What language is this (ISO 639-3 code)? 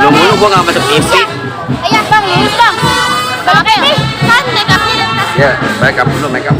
bew